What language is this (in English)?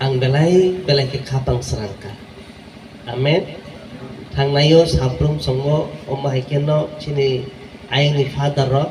Kok Borok